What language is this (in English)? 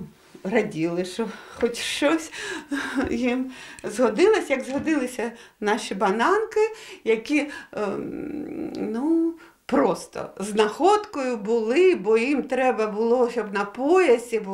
Ukrainian